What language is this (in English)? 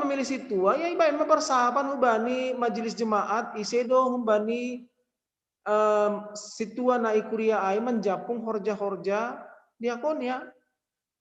Batak Simalungun